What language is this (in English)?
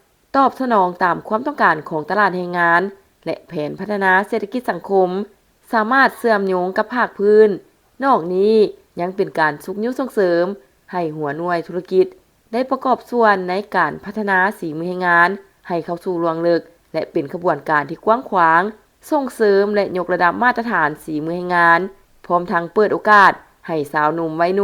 Lao